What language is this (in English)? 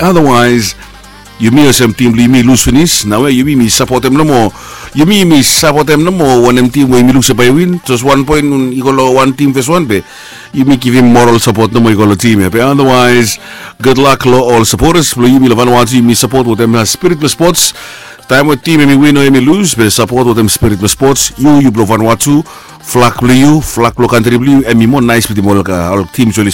Bislama